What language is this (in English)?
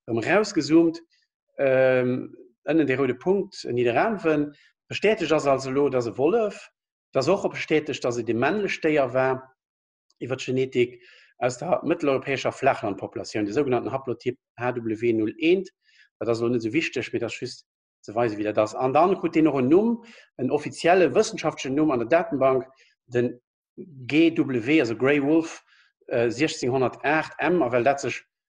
Luxembourgish